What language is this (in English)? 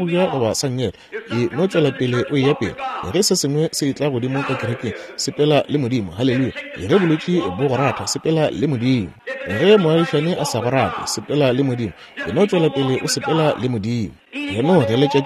Northern Sotho